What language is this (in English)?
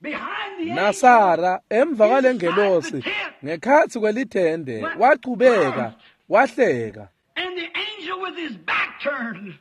Swati